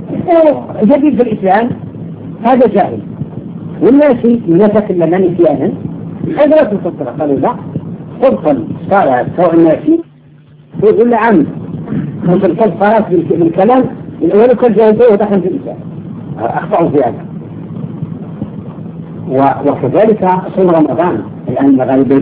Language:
Arabic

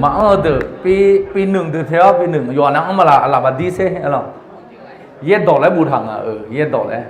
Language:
Akha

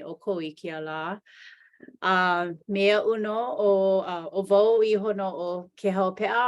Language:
Hawaiian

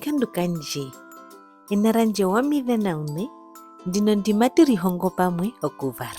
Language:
Herero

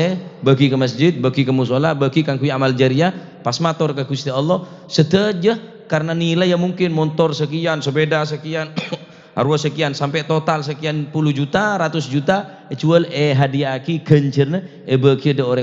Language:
Madurese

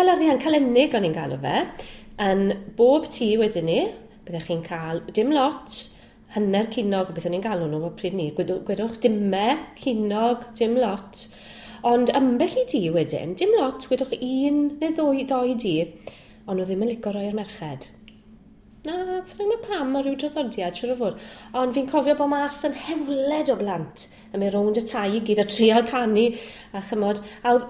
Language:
Welsh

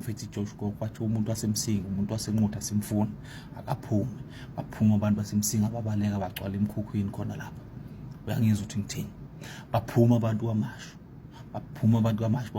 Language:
Zulu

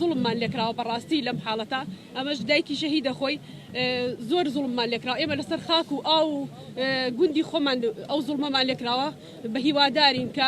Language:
Central Kurdish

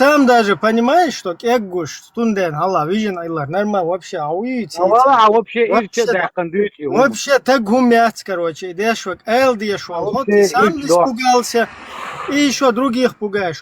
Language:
Chechen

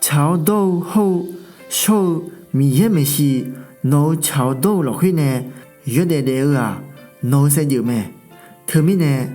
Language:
Akha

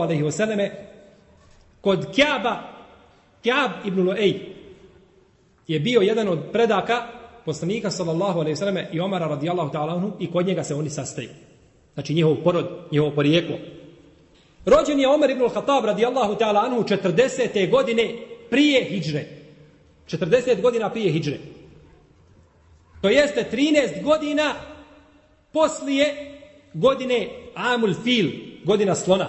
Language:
Bosnian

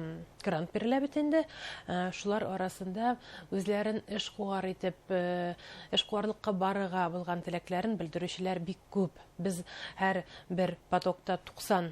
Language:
Bashkir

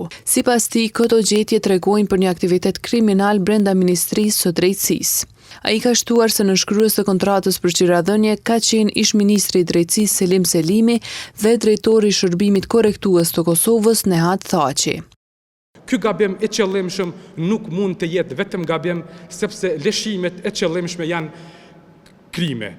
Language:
Albanian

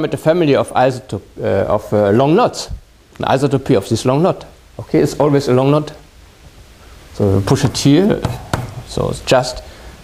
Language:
English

